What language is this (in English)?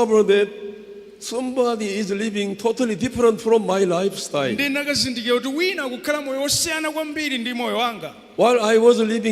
Nyanja